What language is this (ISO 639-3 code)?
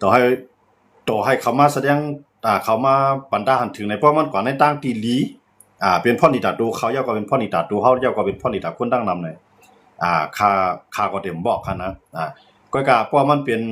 shn